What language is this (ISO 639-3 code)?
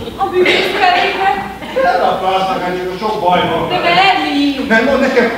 hun